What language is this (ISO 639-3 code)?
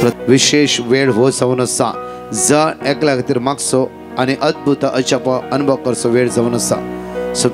kok